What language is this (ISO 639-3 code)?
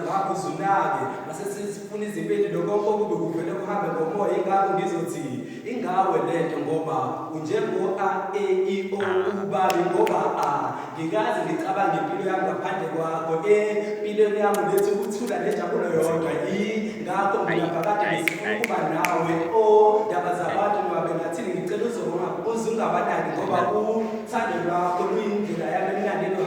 zul